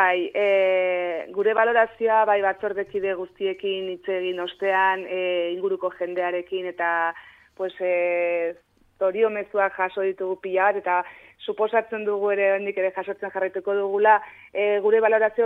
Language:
Basque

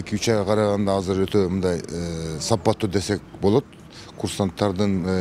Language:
Kyrgyz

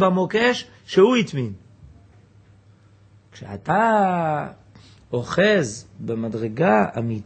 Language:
Hebrew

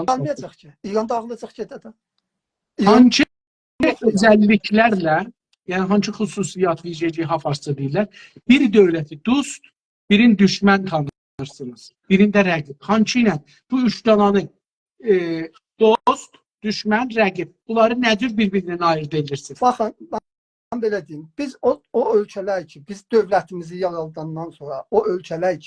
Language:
South Azerbaijani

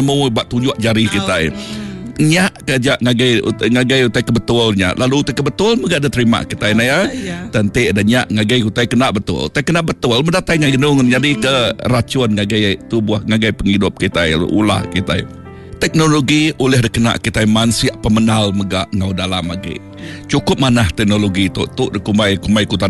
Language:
Iban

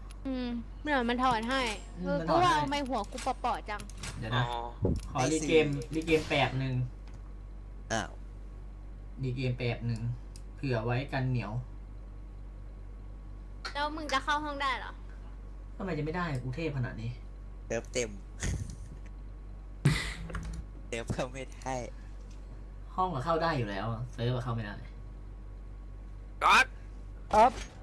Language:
Thai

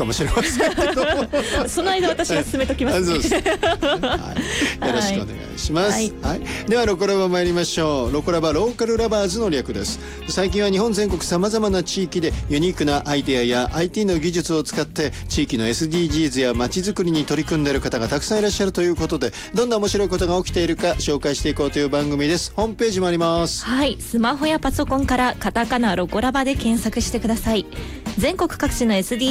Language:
Japanese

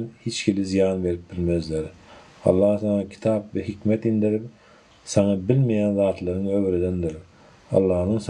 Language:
Turkmen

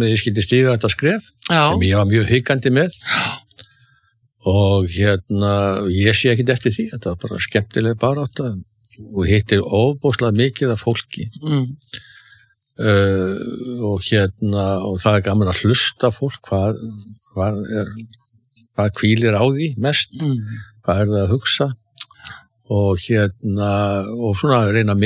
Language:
Icelandic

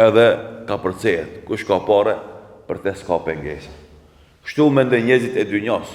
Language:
Albanian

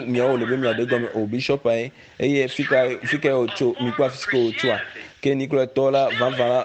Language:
Ewe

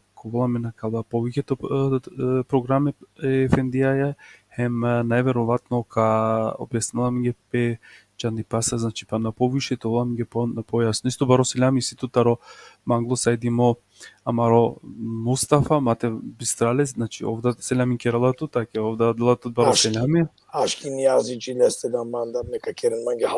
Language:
Balkan Romani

